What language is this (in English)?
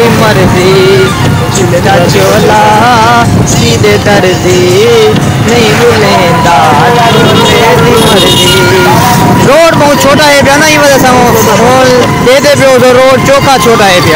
Saraiki